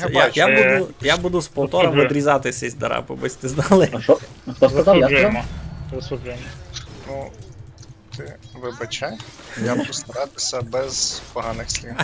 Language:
Rusyn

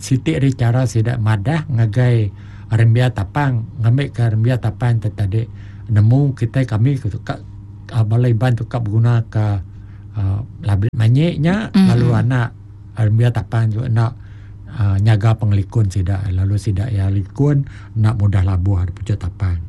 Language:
Iban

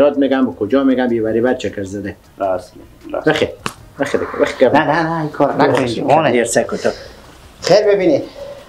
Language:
Persian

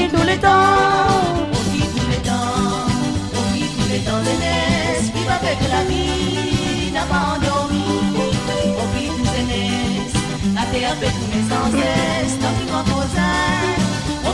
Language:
Morisyen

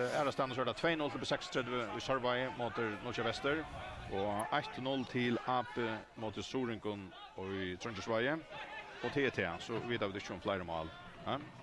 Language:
Faroese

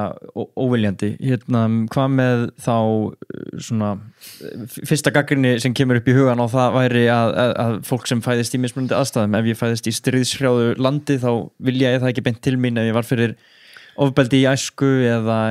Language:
Icelandic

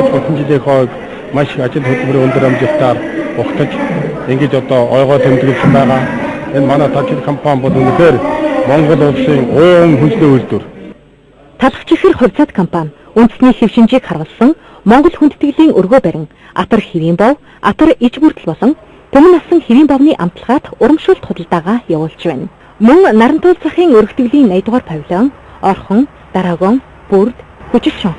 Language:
Mongolian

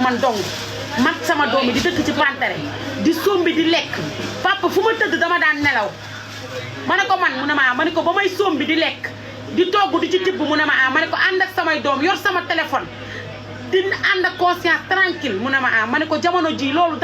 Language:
Wolof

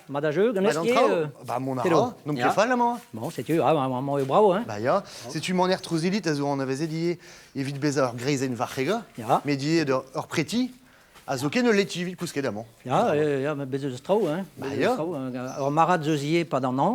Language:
Breton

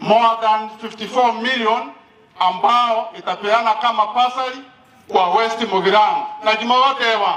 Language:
Gusii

